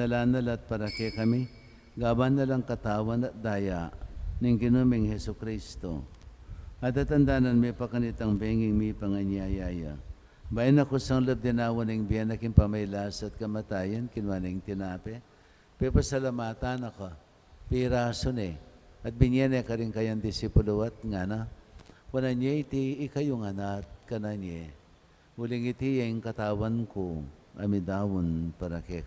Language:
Pampanga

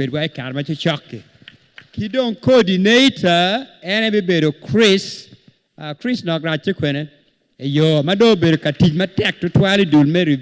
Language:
Acoli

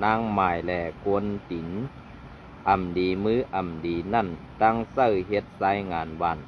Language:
Shan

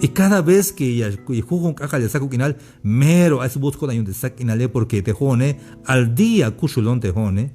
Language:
Tzeltal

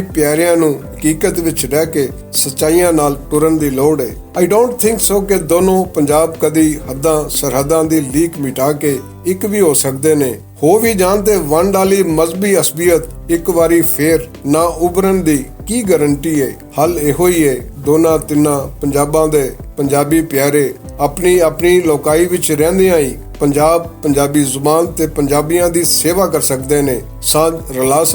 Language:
Western Panjabi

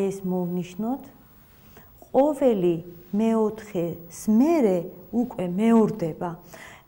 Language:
Georgian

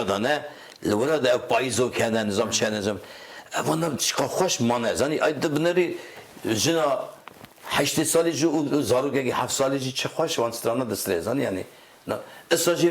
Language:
Kurdish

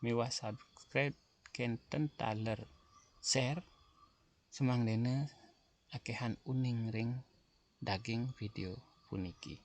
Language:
Balinese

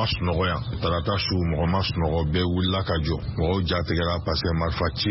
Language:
Bambara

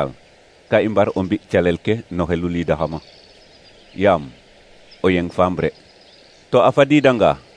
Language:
Serer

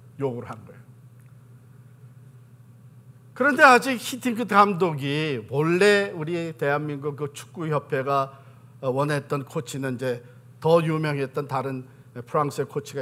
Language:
Korean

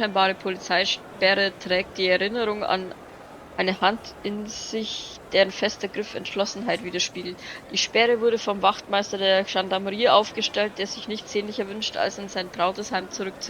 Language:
Bavarian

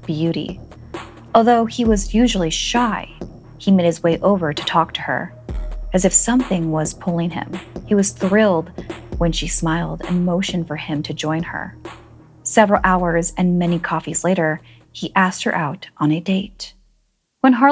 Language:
English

